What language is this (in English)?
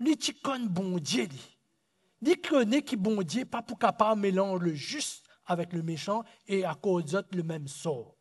Morisyen